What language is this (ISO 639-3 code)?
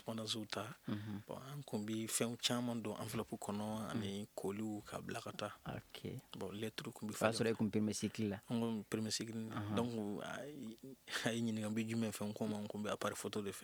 bam